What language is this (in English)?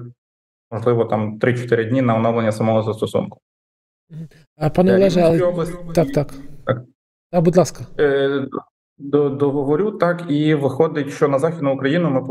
Ukrainian